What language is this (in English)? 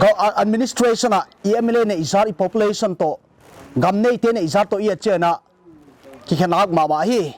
Paite Chin